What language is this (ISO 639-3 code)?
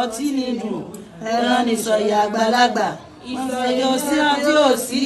yor